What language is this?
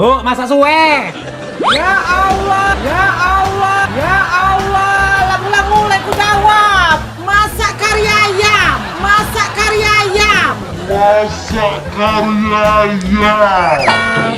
Musi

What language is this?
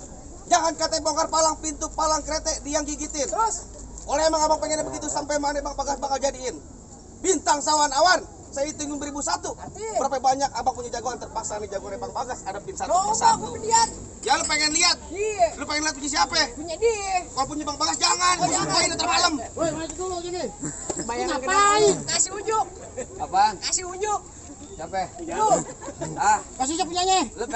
Betawi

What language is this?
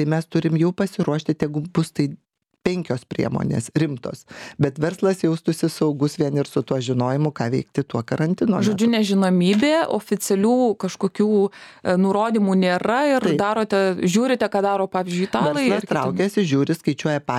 Lithuanian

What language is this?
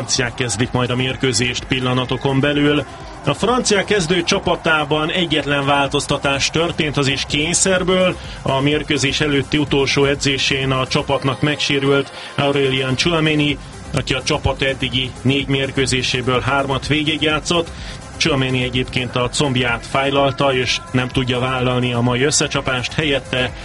Hungarian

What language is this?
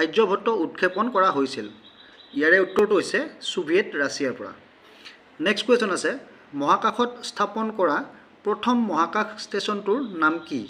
Assamese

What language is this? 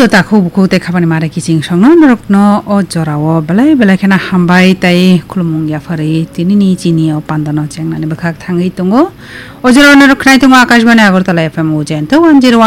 Kok Borok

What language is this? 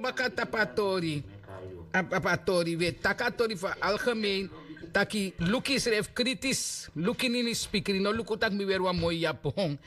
Sranan Tongo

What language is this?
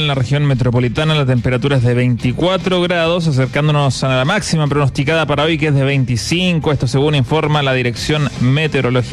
Spanish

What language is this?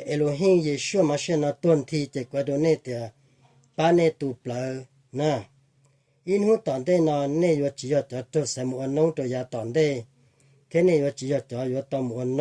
Hmong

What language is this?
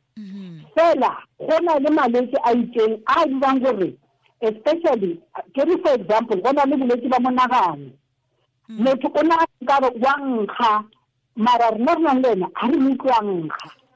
Tswana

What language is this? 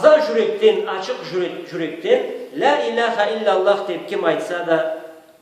Karachay-Balkar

